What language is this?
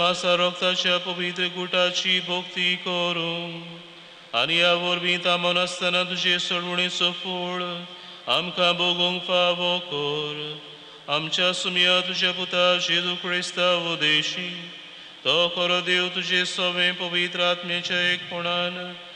Konkani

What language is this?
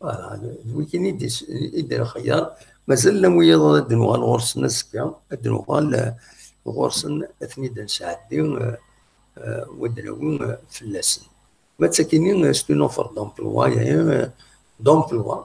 Kabyle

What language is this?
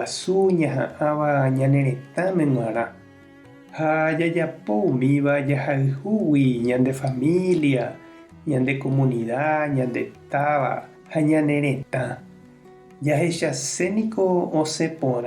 Guarani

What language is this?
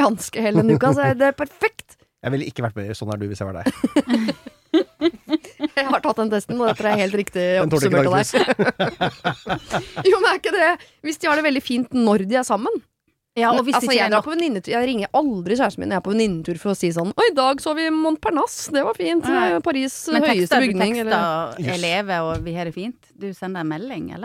Norwegian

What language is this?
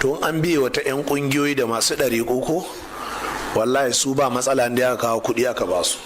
Hausa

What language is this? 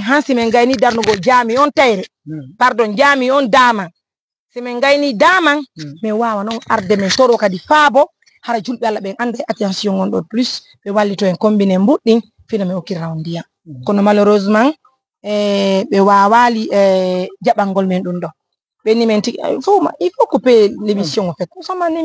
Fula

